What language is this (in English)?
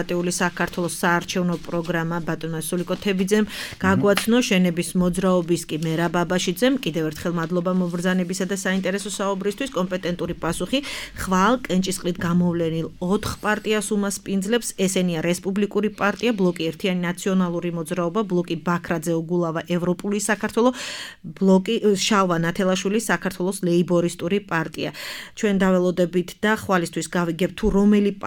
Georgian